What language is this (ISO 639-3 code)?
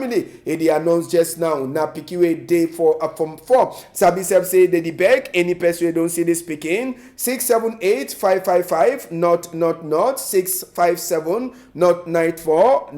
wes